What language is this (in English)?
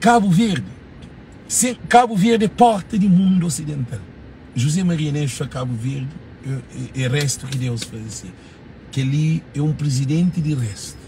Kabuverdianu